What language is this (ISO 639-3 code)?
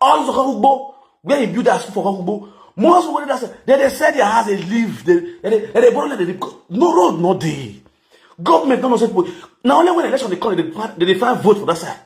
pcm